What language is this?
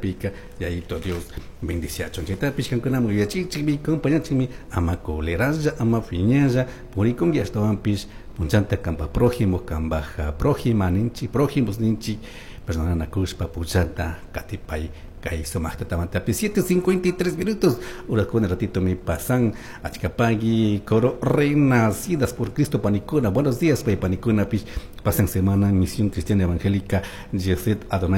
Chimborazo Highland Quichua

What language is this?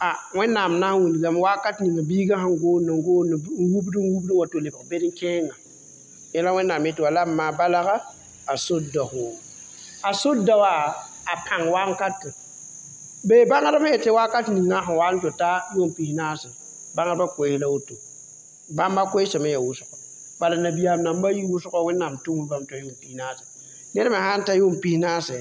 Mossi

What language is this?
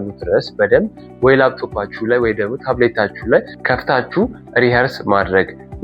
Amharic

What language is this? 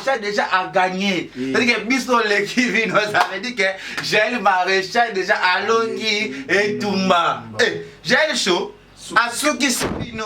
Lingala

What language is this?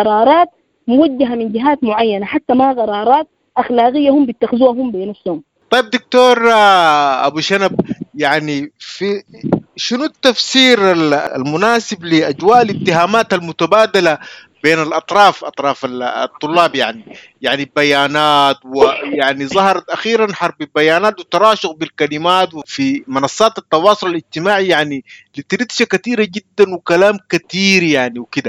Sudanese Arabic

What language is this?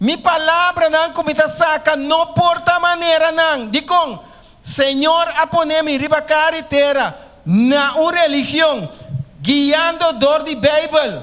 Papiamento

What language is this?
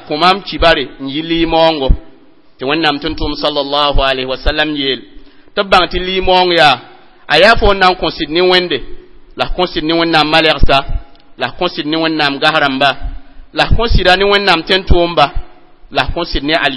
Mossi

